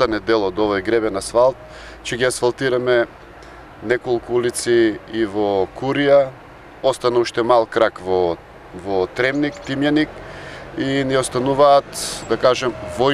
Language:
Macedonian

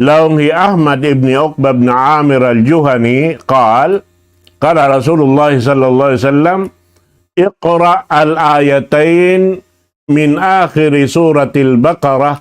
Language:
Tausug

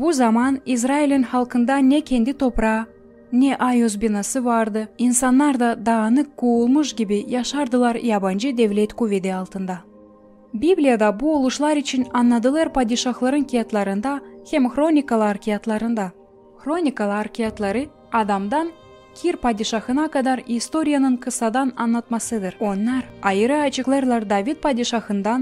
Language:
Gagauz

